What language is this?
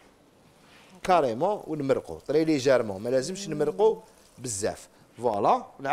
Algerian Arabic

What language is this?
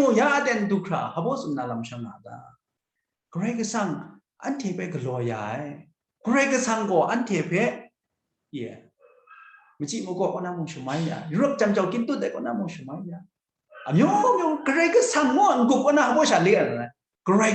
Kachin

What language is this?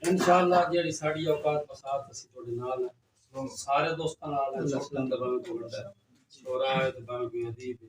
Saraiki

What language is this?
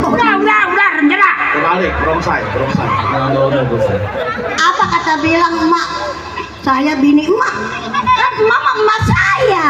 Betawi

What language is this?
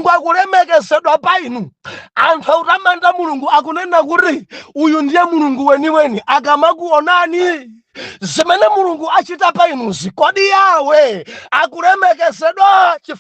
Nyanja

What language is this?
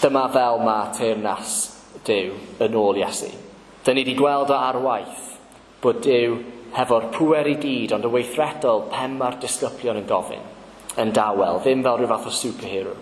Welsh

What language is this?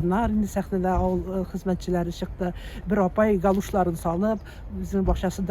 Tatar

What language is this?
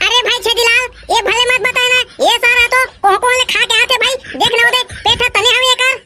Chhattisgarhi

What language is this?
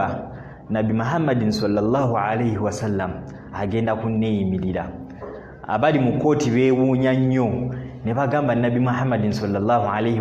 Ganda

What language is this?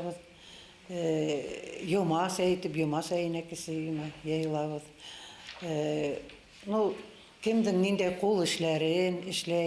Bashkir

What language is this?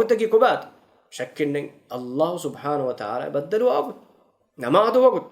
Divehi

